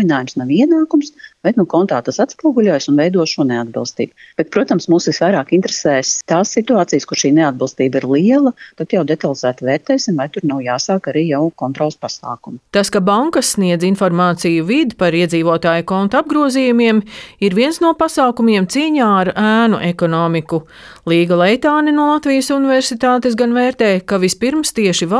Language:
Latvian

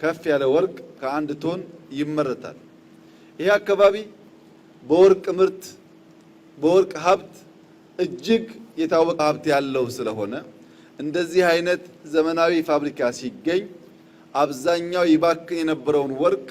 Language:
Amharic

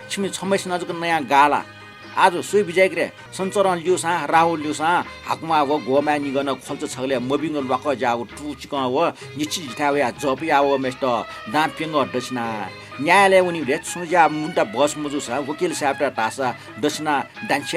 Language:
Newari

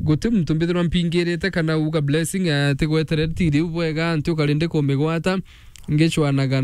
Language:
Meru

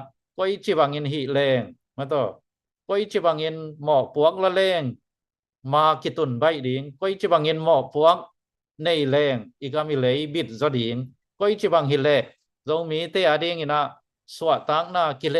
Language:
Tedim Chin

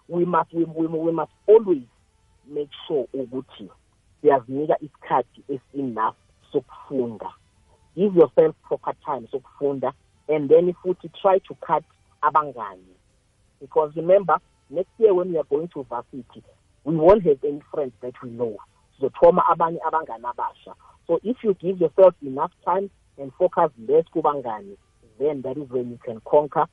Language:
South Ndebele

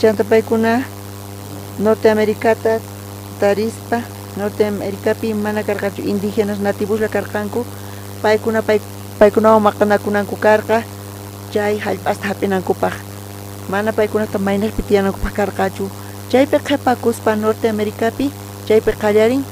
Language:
South Bolivian Quechua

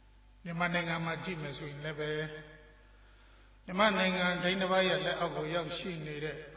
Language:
Burmese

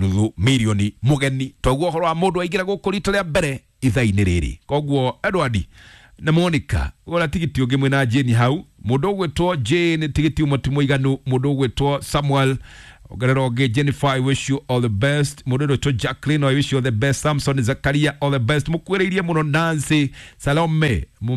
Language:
Kikuyu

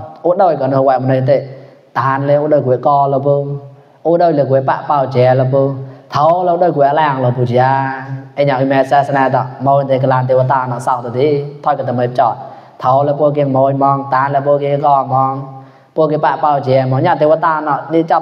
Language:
Mon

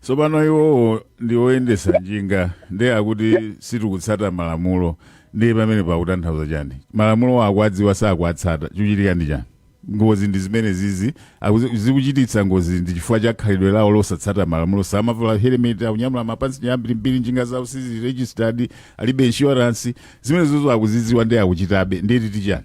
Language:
Nyanja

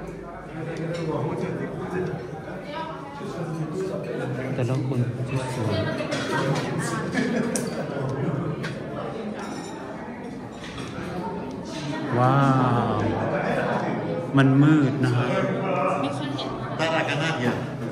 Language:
Thai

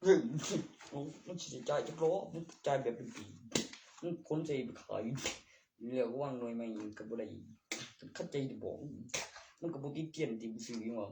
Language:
Northeastern Thai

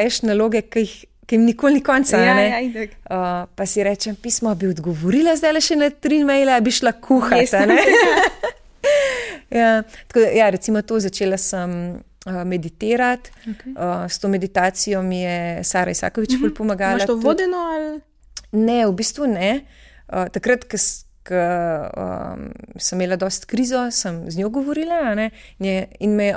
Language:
Slovenian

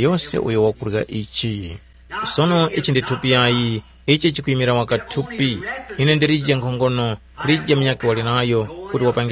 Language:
Tumbuka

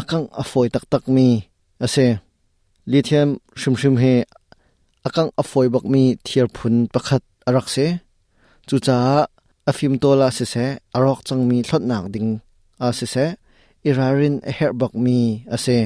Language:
Hakha Chin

